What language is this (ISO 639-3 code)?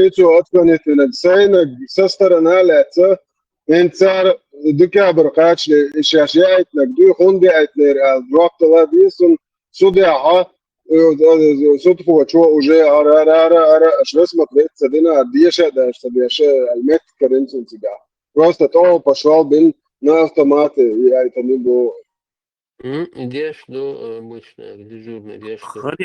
che